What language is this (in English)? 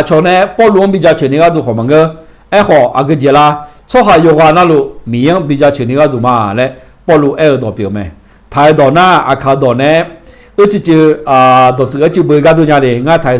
Akha